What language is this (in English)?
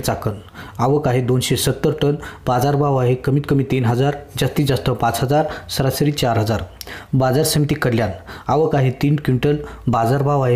Marathi